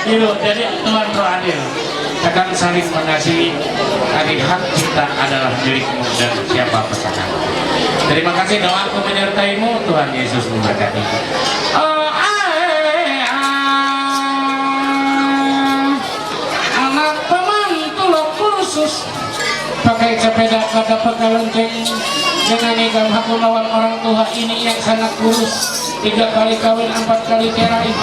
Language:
Ma'anyan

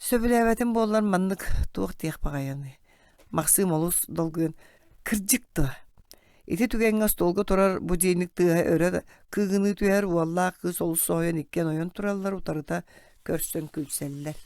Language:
Yakut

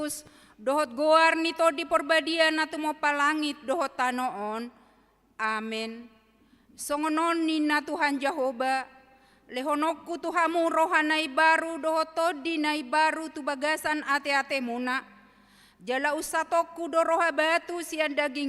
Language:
Batak Toba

